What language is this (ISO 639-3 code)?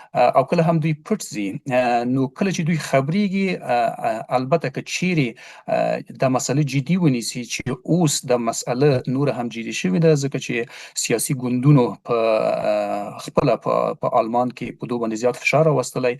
pus